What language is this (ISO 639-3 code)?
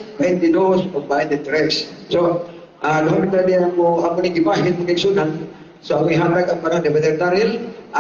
ceb